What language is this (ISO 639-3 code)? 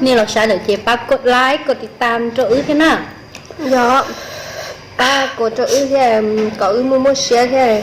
hmn